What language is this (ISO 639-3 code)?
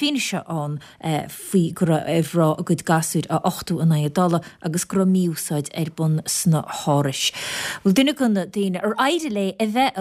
gle